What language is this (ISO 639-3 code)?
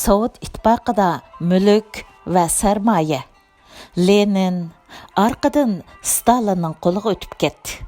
uig